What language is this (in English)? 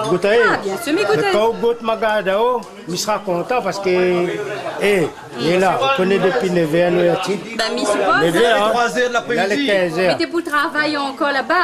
Réunion Creole French